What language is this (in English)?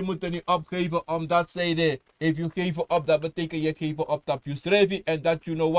Sranan Tongo